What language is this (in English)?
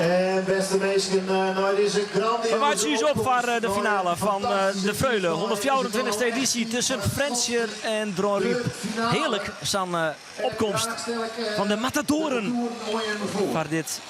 Western Frisian